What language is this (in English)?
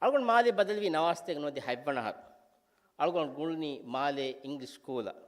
Divehi